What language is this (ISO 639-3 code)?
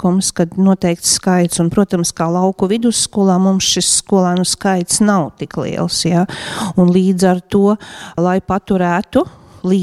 lav